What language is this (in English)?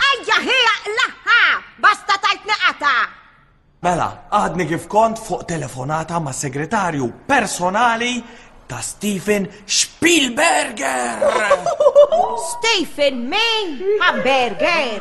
Maltese